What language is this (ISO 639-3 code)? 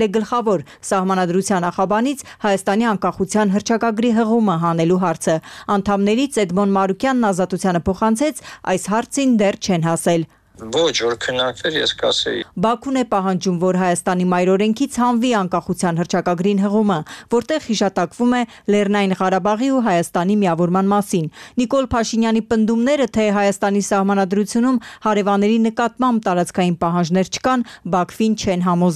hye